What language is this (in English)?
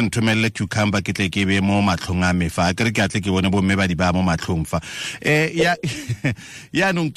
Tswana